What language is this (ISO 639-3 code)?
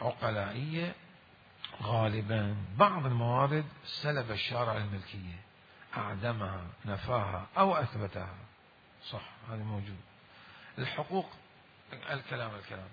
acm